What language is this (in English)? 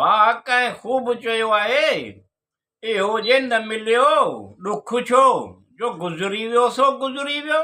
Sindhi